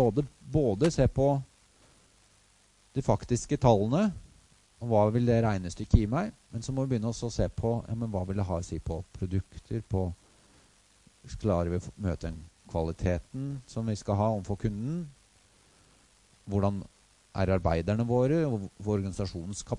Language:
Norwegian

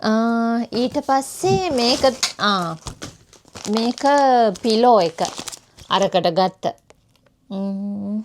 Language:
Sinhala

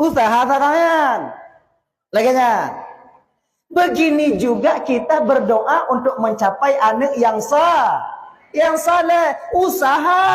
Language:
Achinese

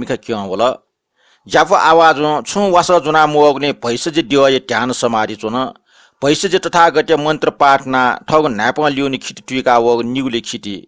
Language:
Newari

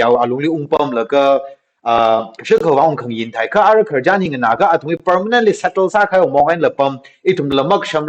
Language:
Tangkhul Naga (India)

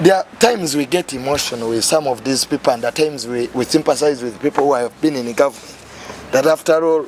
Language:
Ganda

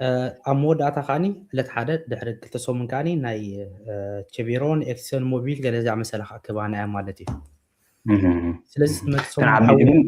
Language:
Tigrinya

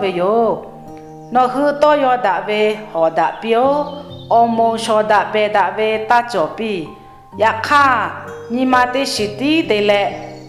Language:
Lahu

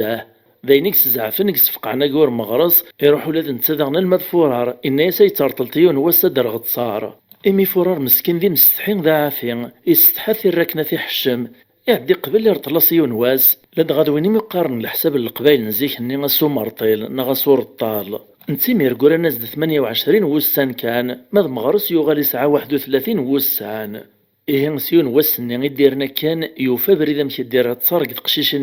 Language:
Kabyle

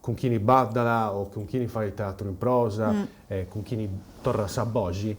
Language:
Sardinian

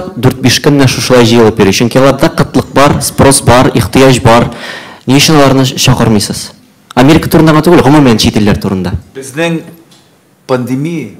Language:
Tatar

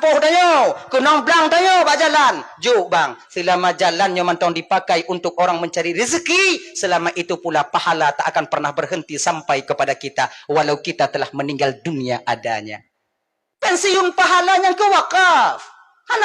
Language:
Achinese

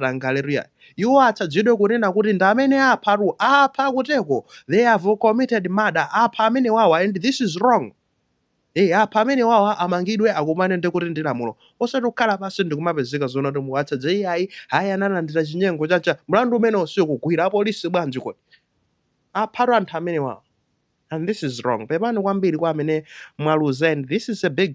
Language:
Nyanja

